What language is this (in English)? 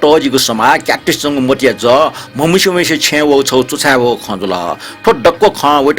Newari